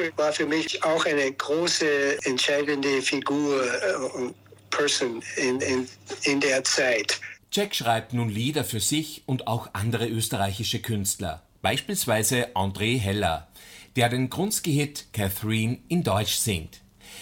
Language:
German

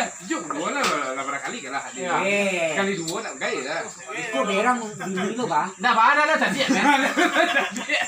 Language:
Minangkabau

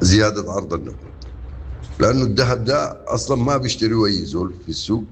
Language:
Sudanese Arabic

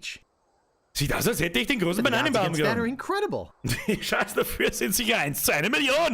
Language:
Bavarian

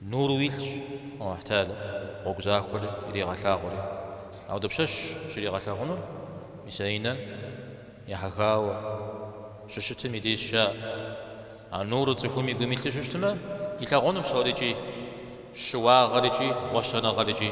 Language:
Kabardian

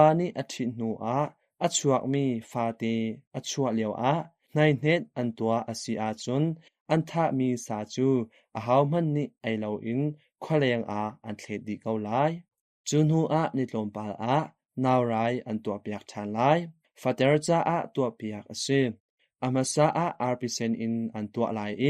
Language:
Hakha Chin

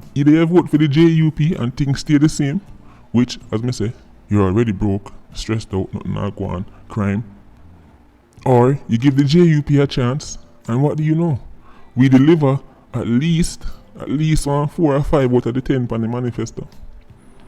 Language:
Jamaican Creole English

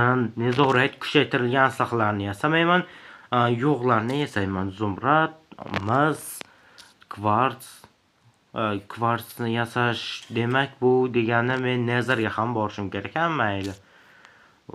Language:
Uzbek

